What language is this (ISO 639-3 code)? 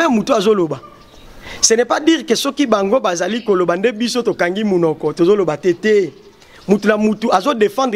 lin